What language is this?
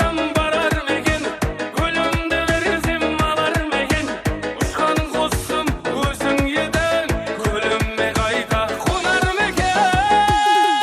Kara-Kalpak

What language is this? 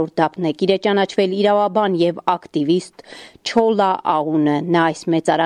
Armenian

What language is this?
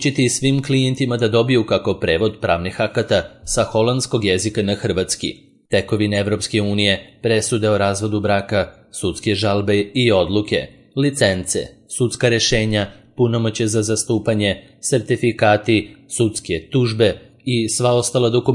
Serbian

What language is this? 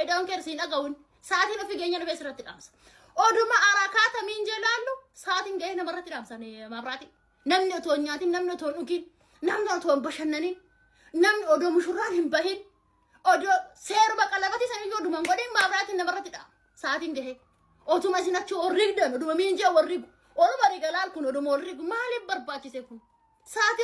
Oromo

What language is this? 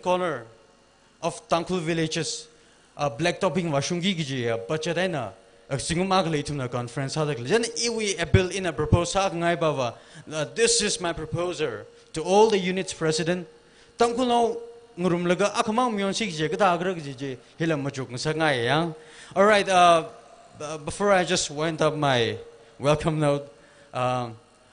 Tangkhul Naga (India)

